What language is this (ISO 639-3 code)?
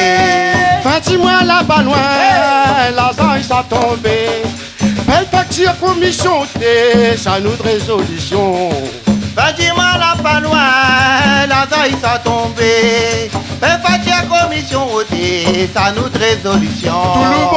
rcf